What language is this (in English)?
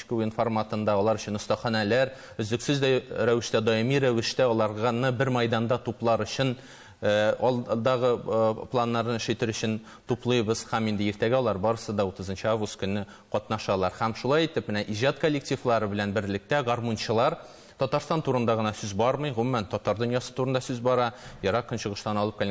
Tatar